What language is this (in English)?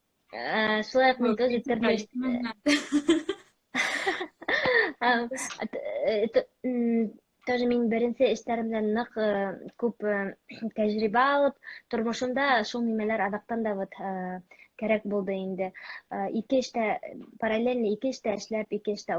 Bashkir